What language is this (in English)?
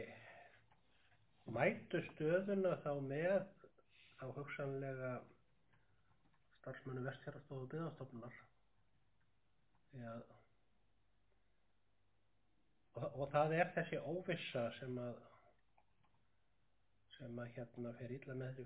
Icelandic